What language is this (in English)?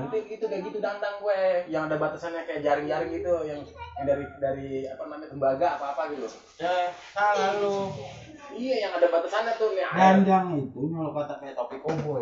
Betawi